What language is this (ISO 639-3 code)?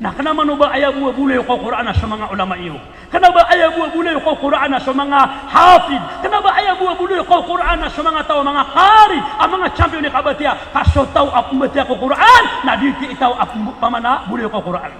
mrw